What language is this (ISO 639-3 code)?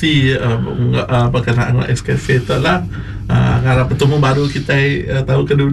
iba